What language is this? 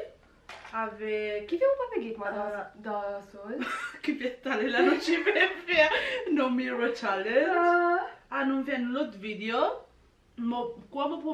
Morisyen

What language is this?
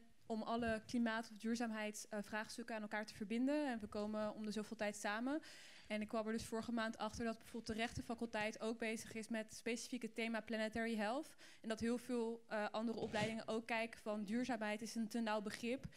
Dutch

